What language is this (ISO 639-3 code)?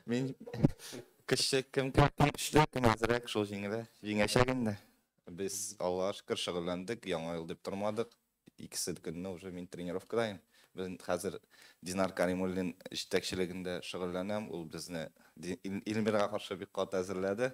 tat